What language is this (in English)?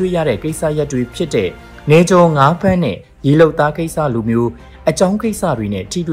Burmese